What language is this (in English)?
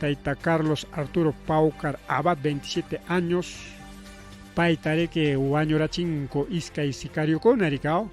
Ayacucho Quechua